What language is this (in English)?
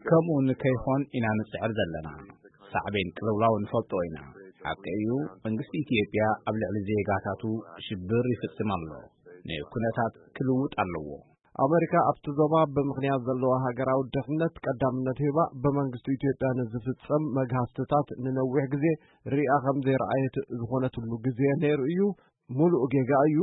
Tigrinya